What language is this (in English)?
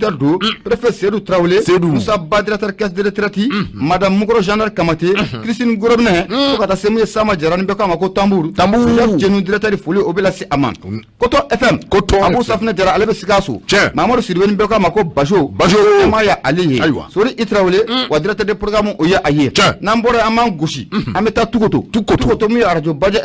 Bambara